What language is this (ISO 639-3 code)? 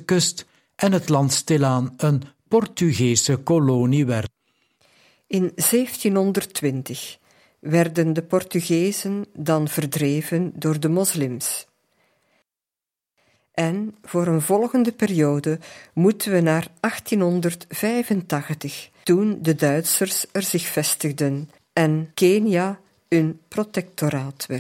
nld